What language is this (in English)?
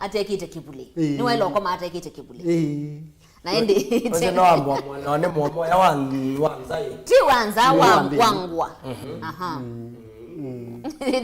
Kamba